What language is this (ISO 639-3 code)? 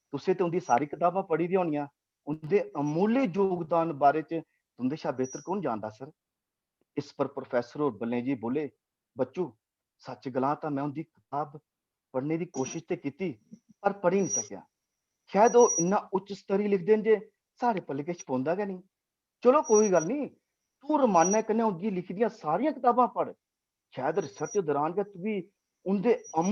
doi